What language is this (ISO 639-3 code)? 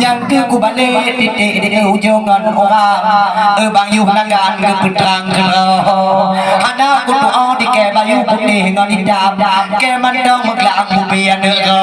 ace